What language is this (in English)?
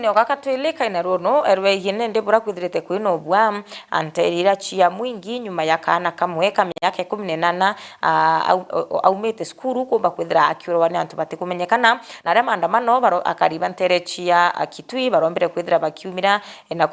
Meru